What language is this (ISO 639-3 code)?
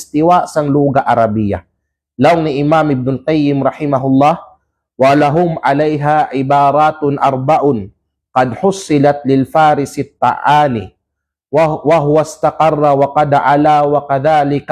kqe